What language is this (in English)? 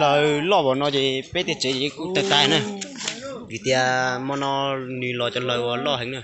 Hmong